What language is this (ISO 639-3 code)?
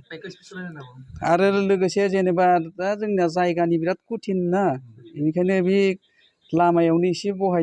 brx